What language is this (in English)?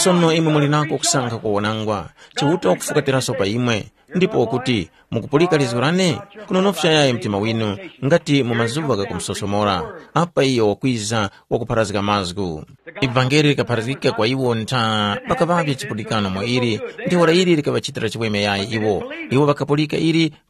Tumbuka